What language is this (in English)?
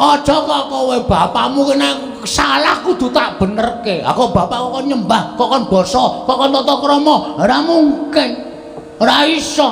Javanese